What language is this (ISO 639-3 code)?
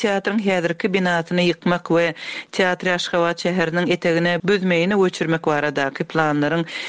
tuk